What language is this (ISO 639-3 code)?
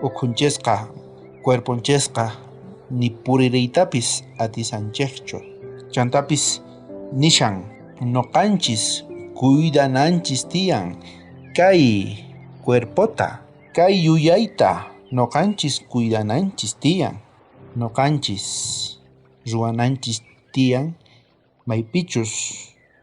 quh